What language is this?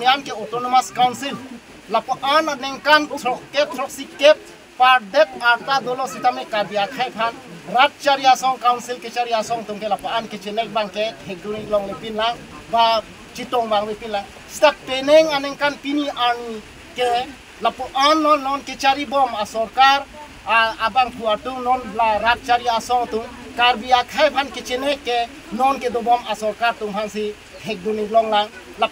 Karbi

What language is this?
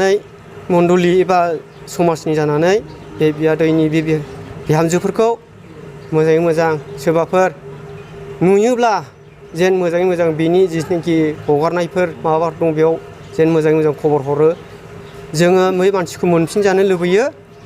Bodo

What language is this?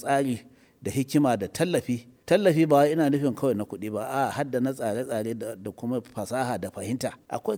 Hausa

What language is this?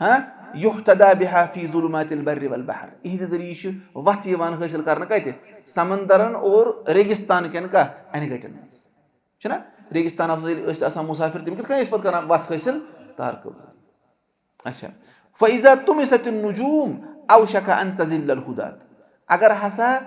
Kashmiri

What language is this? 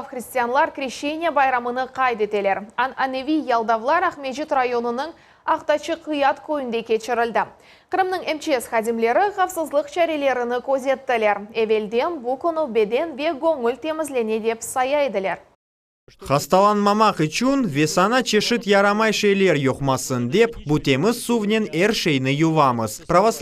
Crimean Tatar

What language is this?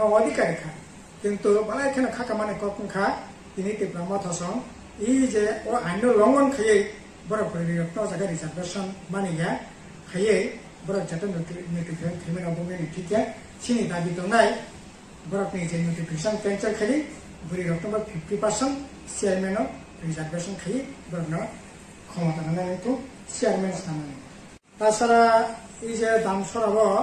Kok Borok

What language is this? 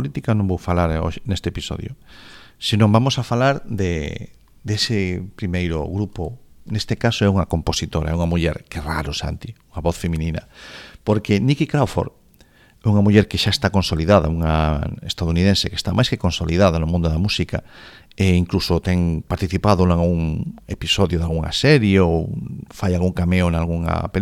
Galician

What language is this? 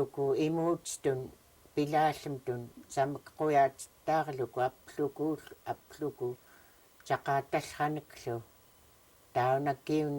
Central Yupik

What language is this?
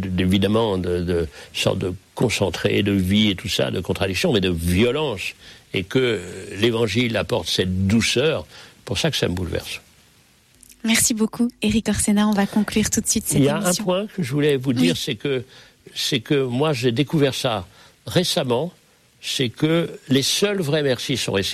French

